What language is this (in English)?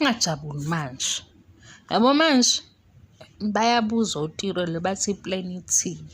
Zulu